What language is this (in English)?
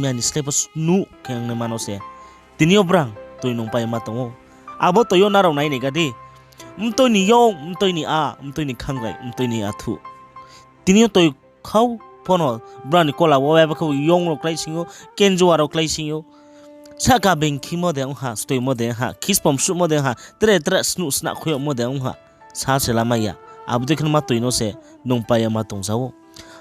Riang (India)